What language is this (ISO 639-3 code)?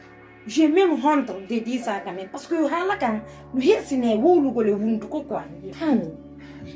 ful